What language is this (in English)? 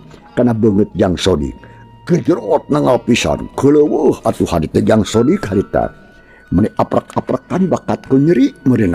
Sundanese